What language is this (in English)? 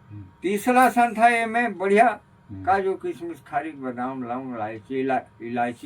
Chhattisgarhi